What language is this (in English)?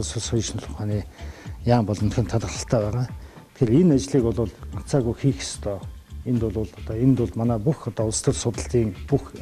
Mongolian